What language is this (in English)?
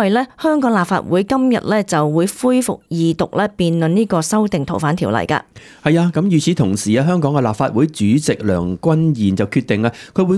Cantonese